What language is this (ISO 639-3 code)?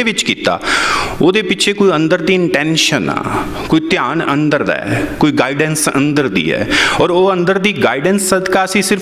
pan